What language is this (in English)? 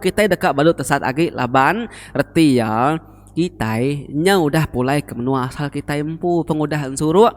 Iban